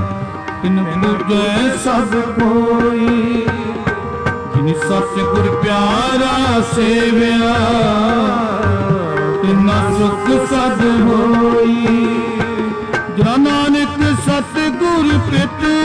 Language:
Punjabi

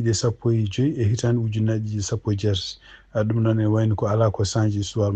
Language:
Fula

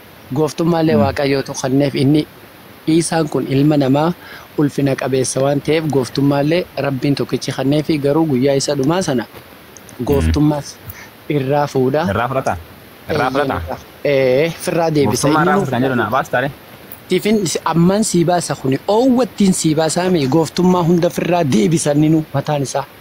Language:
Oromo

